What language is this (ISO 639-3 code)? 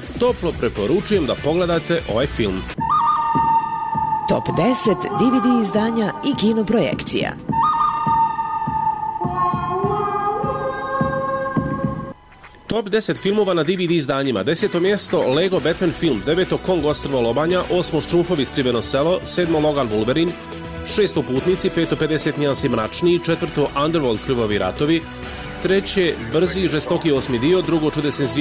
bos